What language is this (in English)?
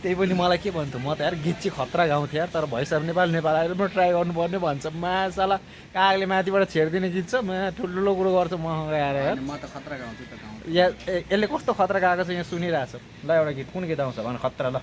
Nepali